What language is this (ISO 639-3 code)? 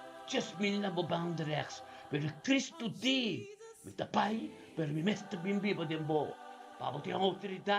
pap